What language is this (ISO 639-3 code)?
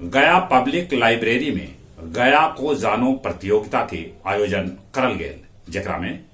mag